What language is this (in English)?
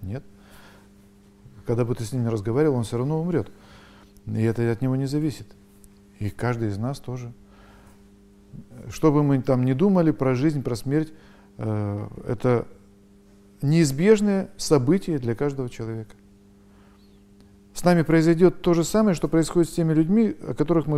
Russian